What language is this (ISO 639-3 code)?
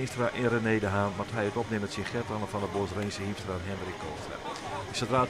fry